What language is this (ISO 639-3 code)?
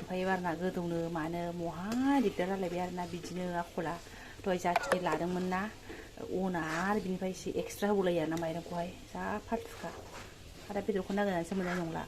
brx